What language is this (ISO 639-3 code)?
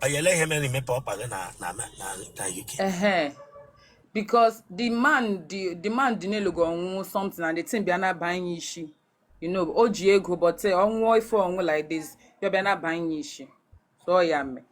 ibo